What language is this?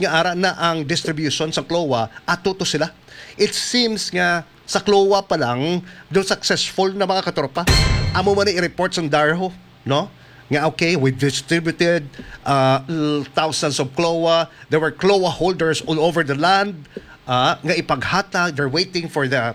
Hiligaynon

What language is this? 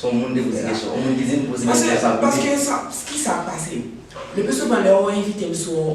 Haitian Creole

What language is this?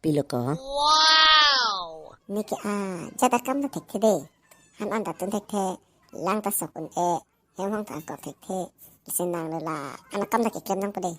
Karbi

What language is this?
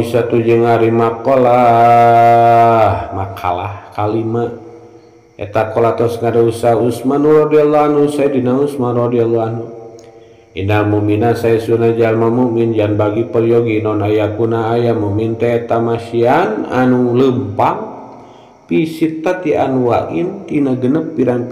Sundanese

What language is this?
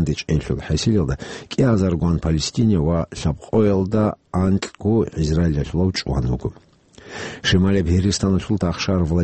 Avaric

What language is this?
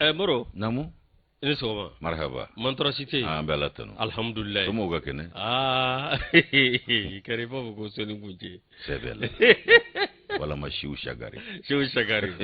Bambara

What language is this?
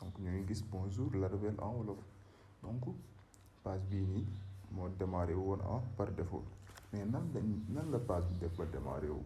Wolof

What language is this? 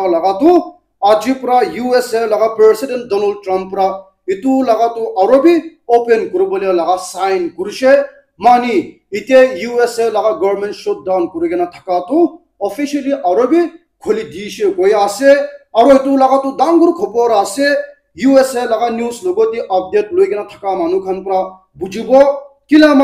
Naga Pidgin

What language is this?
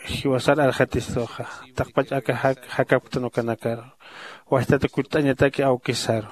Aymara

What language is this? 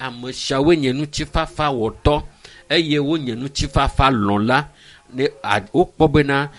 Ewe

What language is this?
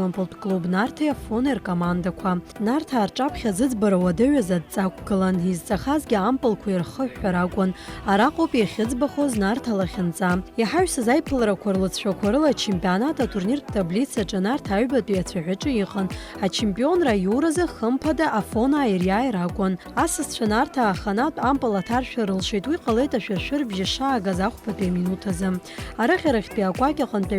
Abkhazian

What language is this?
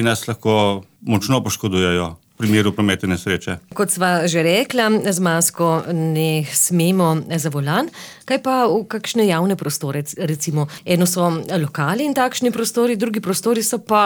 Slovenian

